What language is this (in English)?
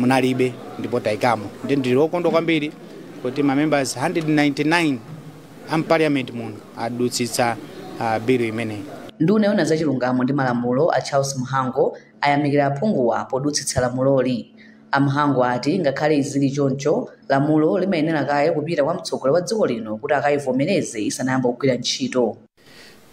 Nyanja